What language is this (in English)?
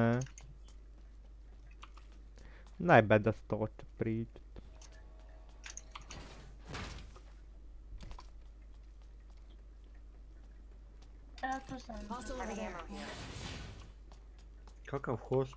Croatian